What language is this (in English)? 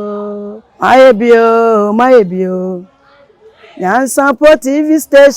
Akan